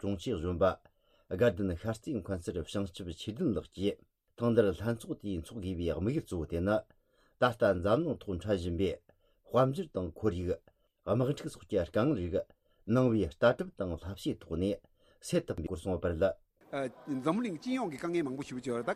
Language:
Tibetan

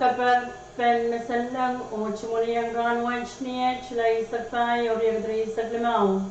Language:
Pohnpeian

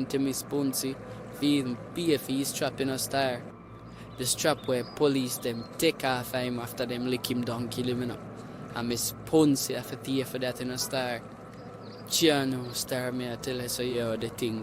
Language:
Jamaican Creole English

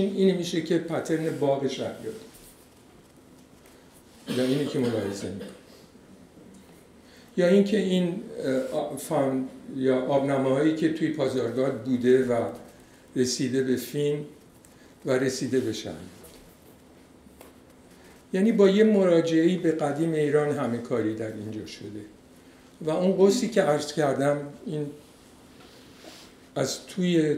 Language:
Persian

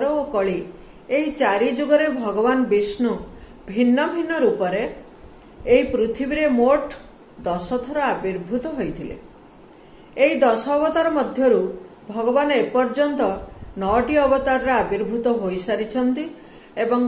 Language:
Odia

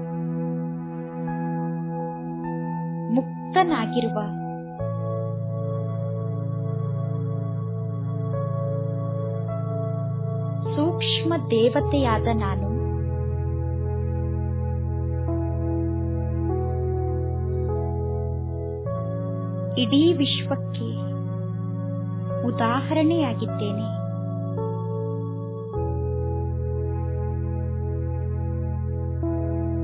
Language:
Kannada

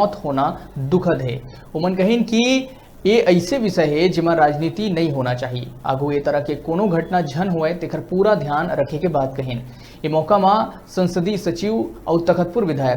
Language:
Chhattisgarhi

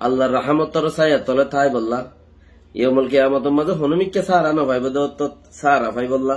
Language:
Rohingya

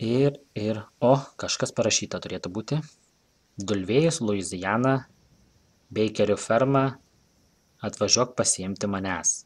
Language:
Lithuanian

